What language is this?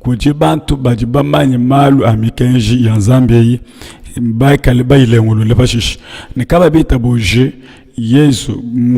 Luba-Lulua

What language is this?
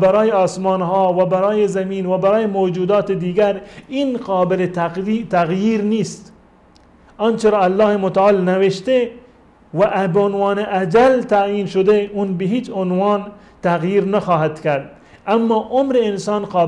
Persian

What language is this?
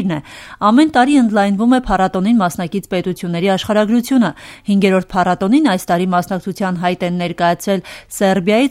Armenian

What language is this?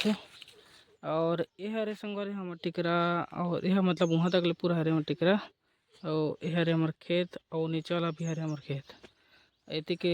Chhattisgarhi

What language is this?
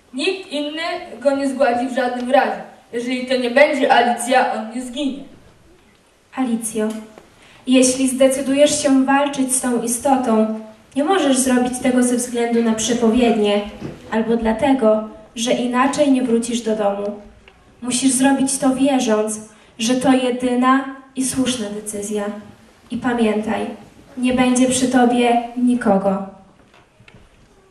Polish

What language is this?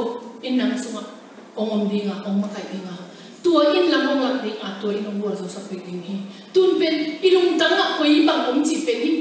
Tedim Chin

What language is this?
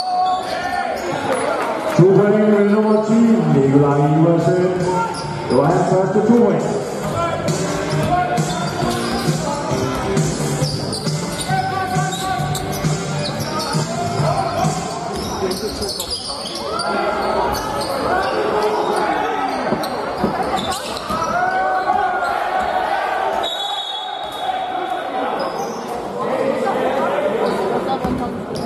Danish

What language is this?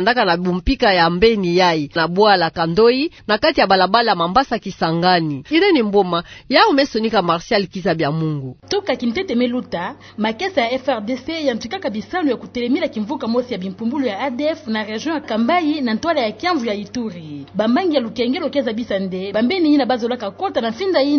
Kituba (Democratic Republic of Congo)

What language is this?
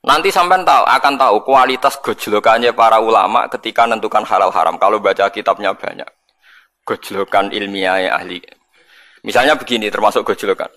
Javanese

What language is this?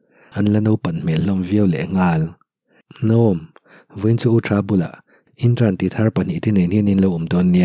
Mizo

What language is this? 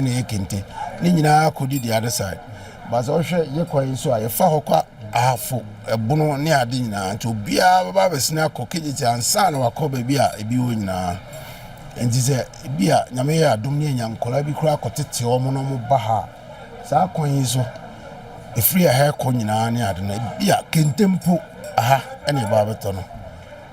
Akan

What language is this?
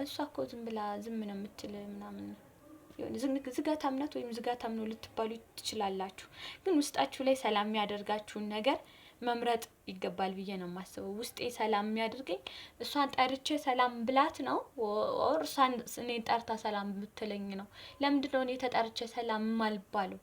Amharic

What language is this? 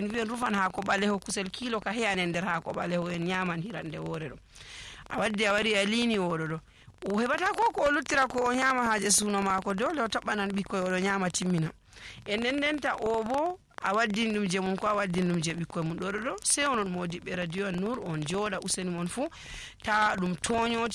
Nigerian Fulfulde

